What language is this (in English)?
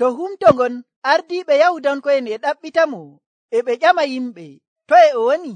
Nigerian Fulfulde